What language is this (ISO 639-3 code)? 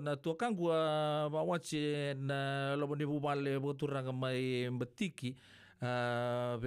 fij